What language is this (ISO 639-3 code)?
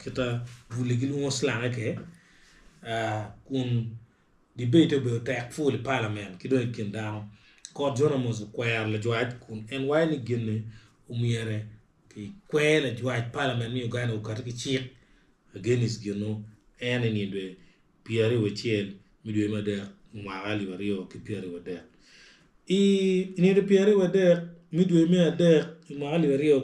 ach